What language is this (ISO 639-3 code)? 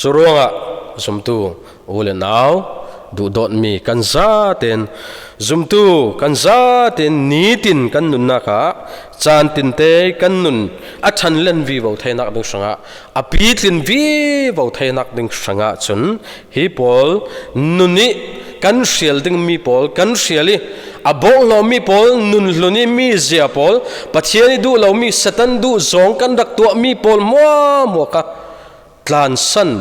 cfm